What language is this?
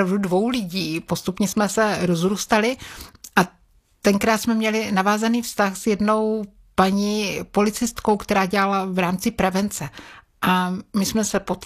Czech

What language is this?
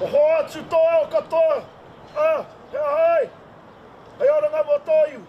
Māori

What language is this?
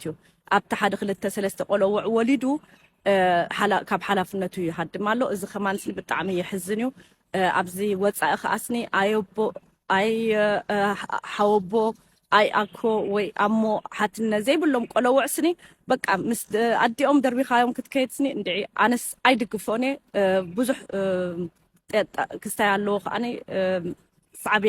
Tigrinya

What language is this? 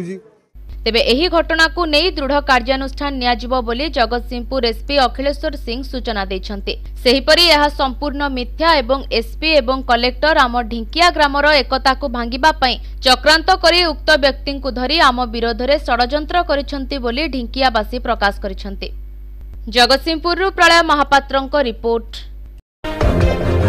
Odia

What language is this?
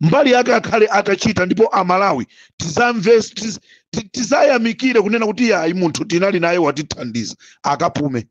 Nyanja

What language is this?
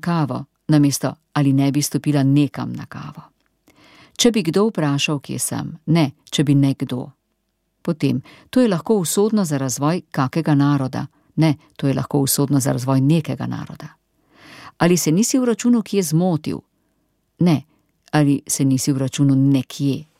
Slovenian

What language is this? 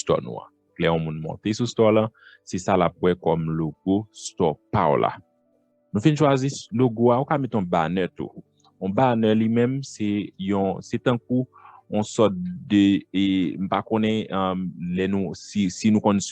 Haitian Creole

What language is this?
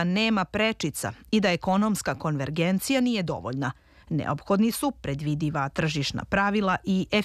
Serbian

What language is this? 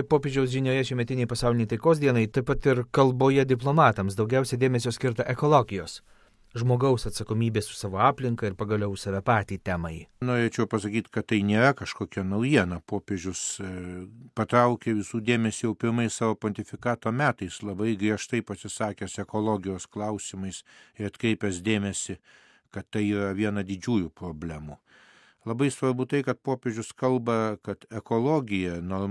Lithuanian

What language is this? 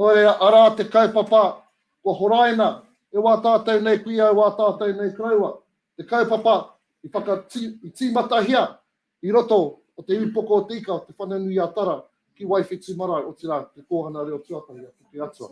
Māori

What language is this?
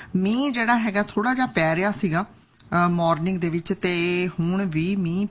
Punjabi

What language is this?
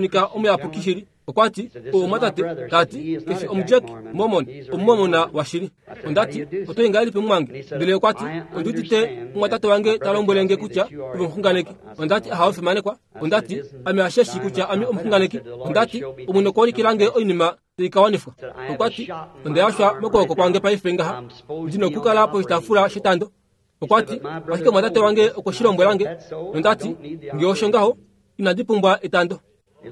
Kuanyama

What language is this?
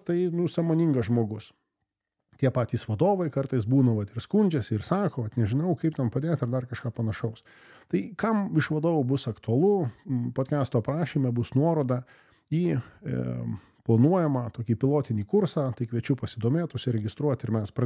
Lithuanian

